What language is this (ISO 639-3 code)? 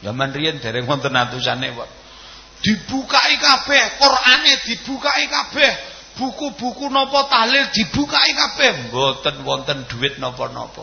jav